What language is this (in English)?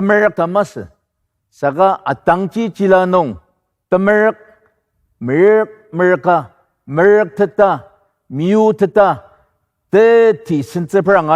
Ao Naga